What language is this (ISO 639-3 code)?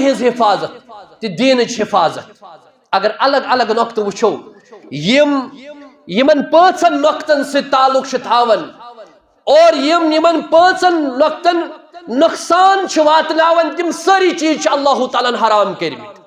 kas